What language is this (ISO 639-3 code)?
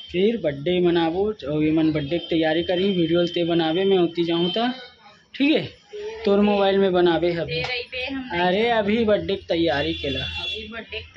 hne